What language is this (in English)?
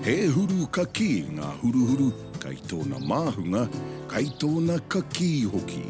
Māori